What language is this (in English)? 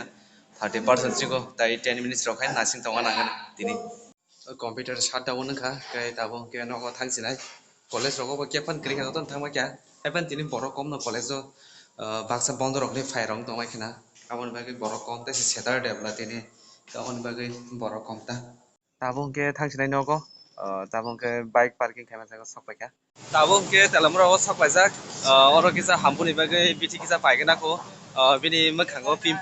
Kok Borok